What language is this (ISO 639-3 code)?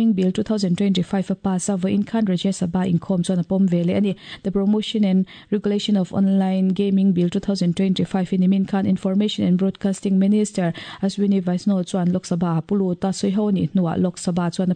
lus